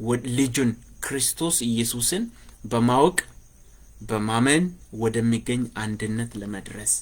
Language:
Amharic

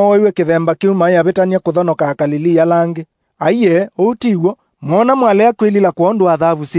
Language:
Kamba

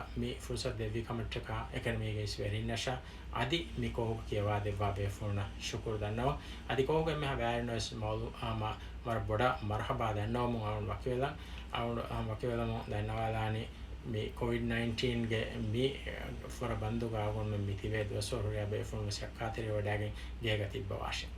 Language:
Divehi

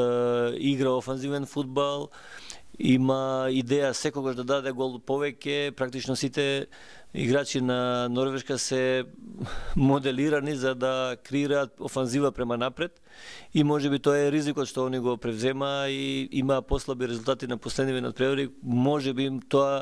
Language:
Macedonian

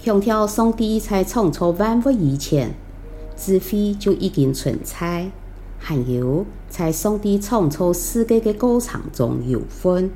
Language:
Hakka Chinese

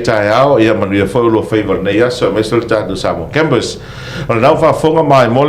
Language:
Samoan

